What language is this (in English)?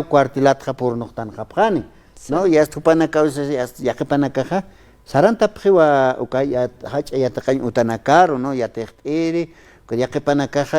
Aymara